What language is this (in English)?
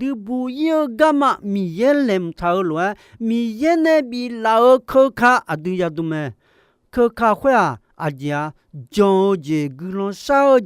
Akha